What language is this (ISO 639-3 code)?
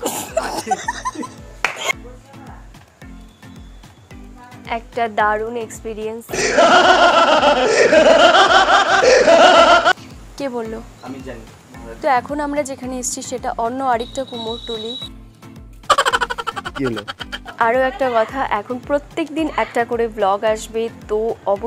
ben